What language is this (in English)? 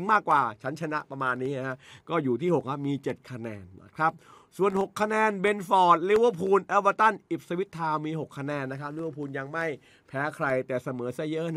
Thai